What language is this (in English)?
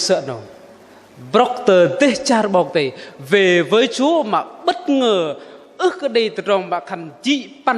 Bahnar